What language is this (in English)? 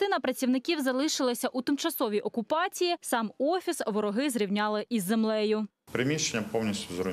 Ukrainian